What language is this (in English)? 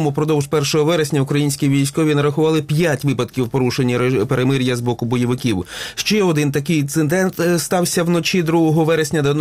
Ukrainian